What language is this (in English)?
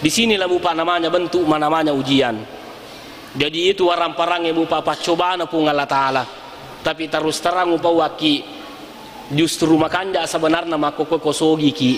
Buginese